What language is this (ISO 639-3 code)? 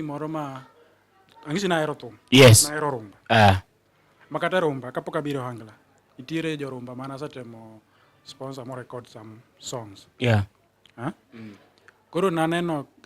luo